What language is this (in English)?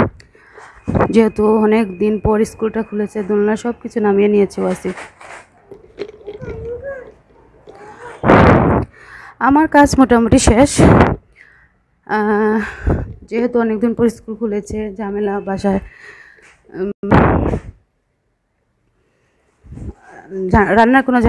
Bangla